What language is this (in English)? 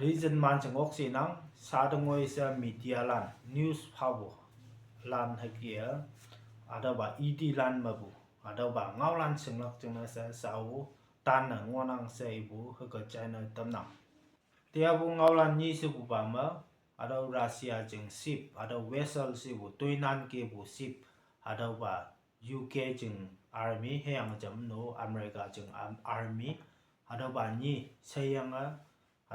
Konyak Naga